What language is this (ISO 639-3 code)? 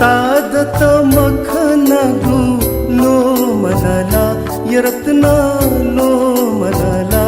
new